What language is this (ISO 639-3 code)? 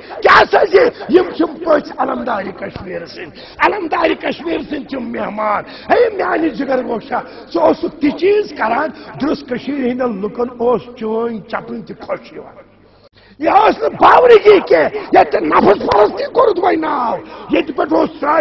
kas